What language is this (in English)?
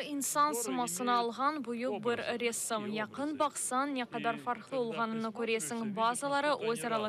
Crimean Tatar